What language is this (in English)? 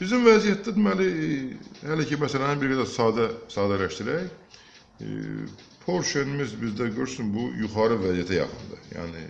Azerbaijani